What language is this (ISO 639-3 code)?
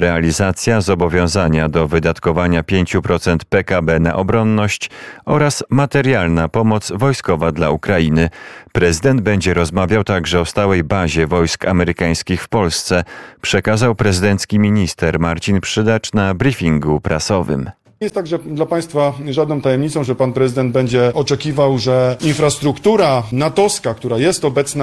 pol